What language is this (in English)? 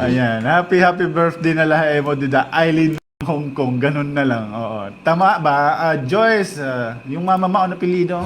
Waray